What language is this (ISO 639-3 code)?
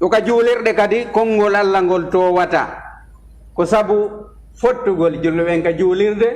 ful